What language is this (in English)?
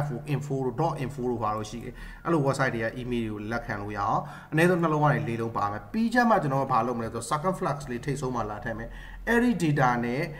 Burmese